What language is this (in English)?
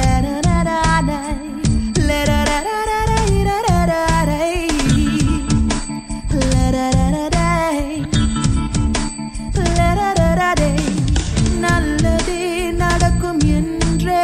Tamil